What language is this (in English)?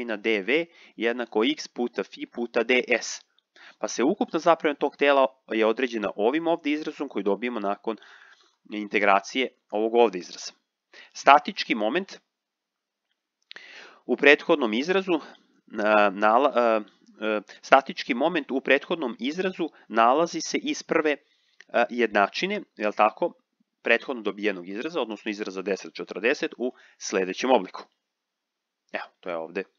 Serbian